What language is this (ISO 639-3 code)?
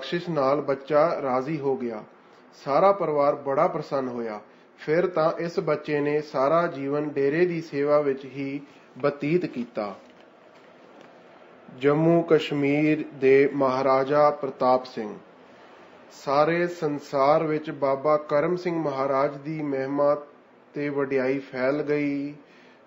pan